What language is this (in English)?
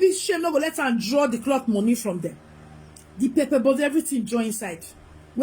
Nigerian Pidgin